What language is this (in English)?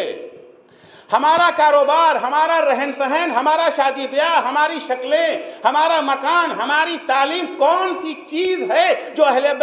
Urdu